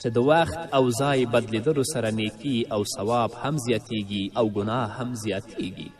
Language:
Pashto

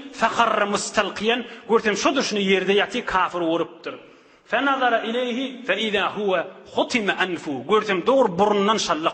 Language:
Turkmen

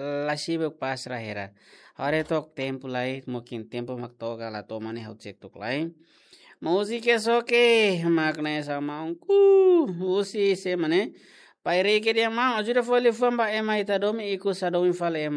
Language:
Tetum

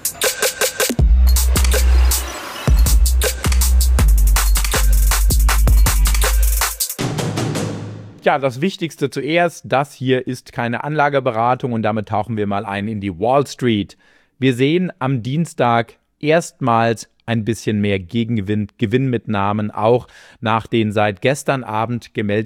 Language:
German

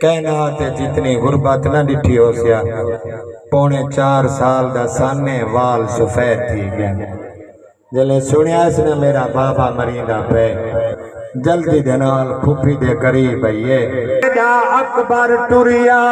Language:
Saraiki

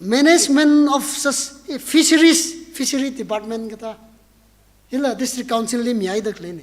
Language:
Tangkhul Naga (India)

